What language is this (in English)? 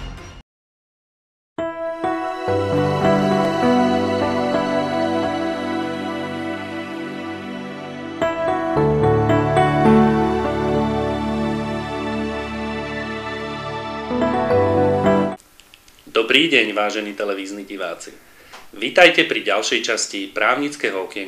Slovak